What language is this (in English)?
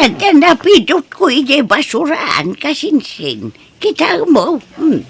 Iloko